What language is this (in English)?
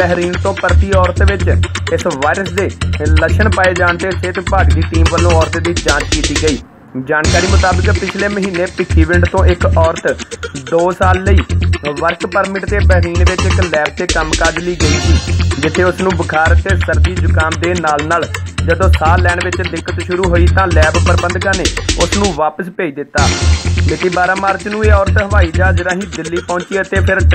Punjabi